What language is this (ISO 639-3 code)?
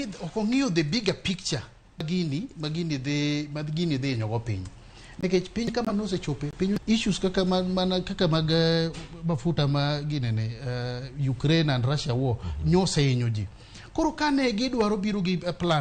luo